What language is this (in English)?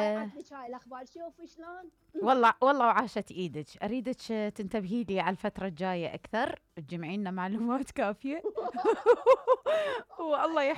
Mesopotamian Arabic